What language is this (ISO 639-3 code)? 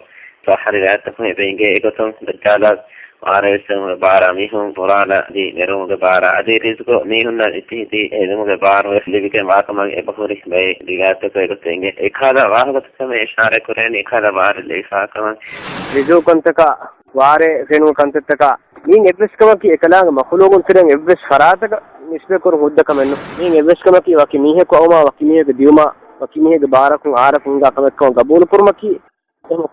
div